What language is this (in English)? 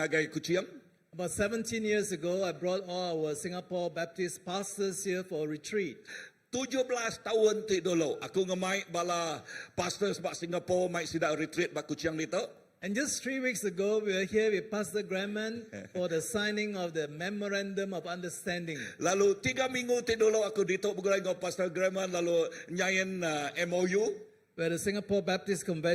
Iban